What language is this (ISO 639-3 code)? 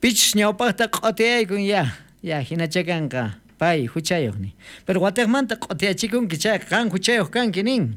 quh